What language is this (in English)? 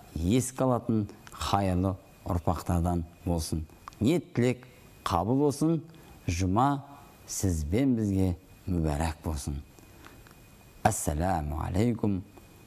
Kazakh